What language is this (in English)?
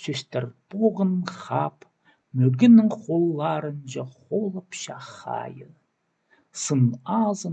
Khakas